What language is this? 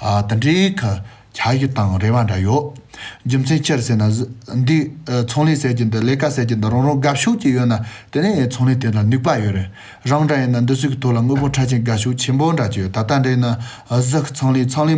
Khams Tibetan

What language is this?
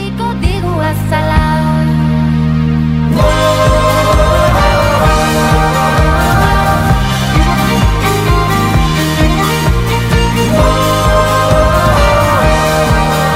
Basque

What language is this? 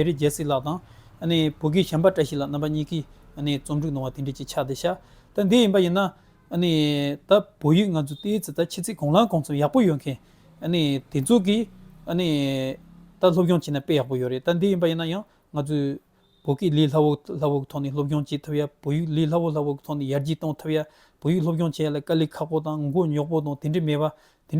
Tibetan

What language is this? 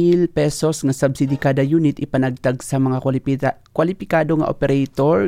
Hiligaynon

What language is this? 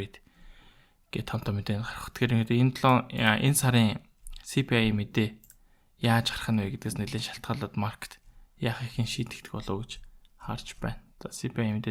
Mongolian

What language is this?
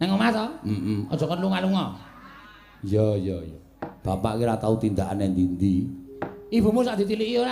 Javanese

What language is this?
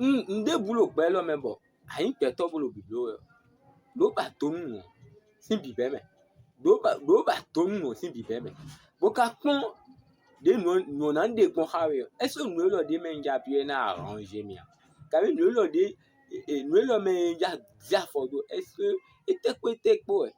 Fon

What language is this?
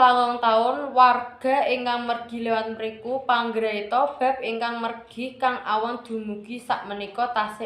Javanese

